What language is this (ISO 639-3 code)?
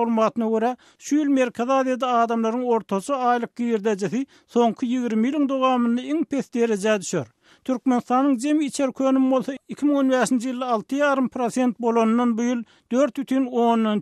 tuk